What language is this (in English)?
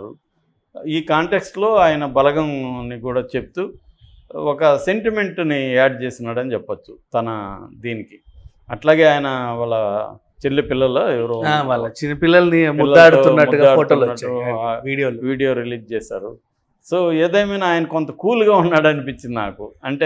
Telugu